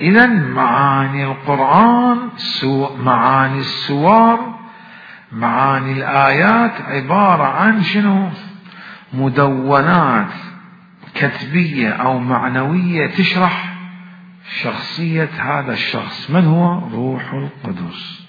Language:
Mesopotamian Arabic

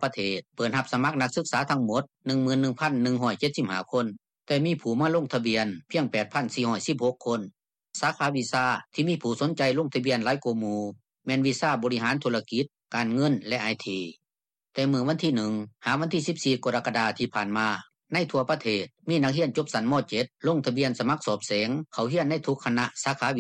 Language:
Lao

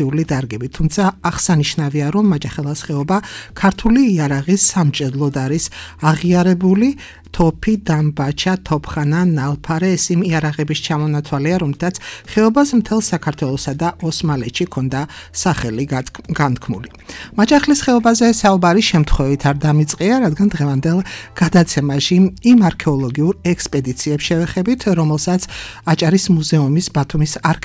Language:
Georgian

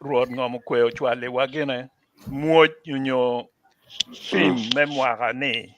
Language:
Acoli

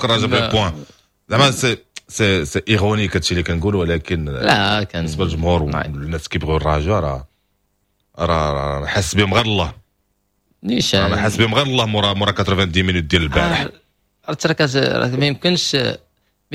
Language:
Moroccan Arabic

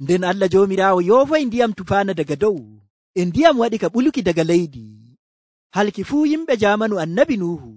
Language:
Nigerian Fulfulde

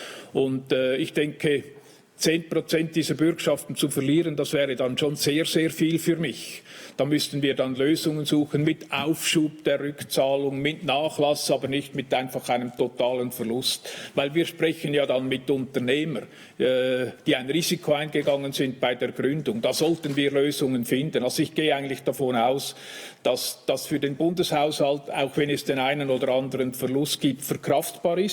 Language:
Swiss German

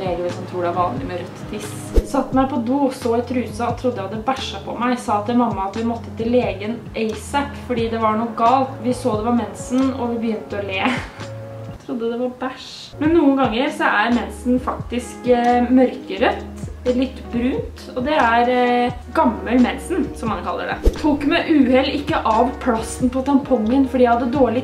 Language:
Norwegian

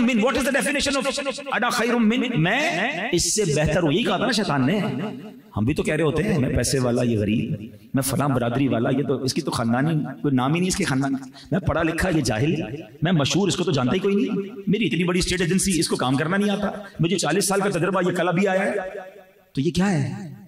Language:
Urdu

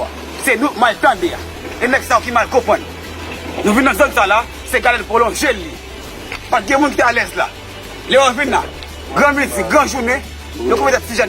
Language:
Haitian Creole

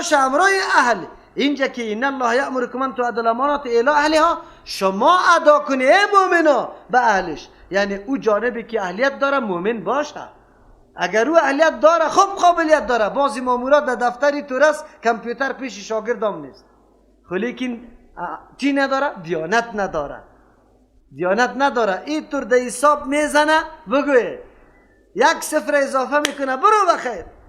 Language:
Persian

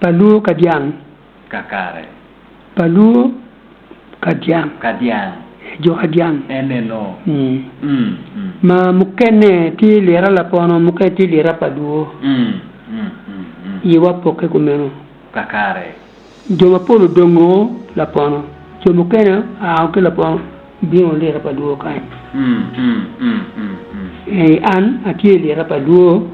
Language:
Acoli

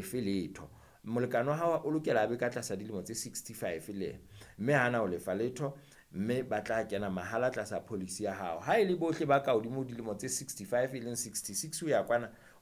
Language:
Southern Sotho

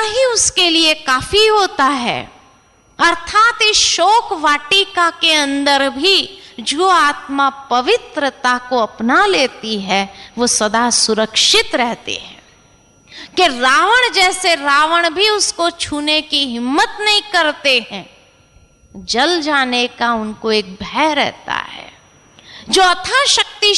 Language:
Hindi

